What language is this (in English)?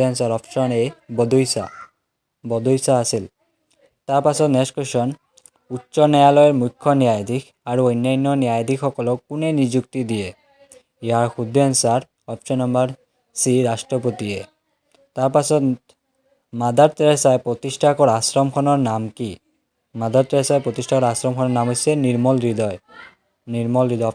Assamese